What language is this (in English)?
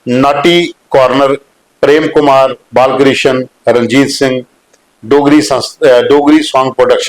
Dogri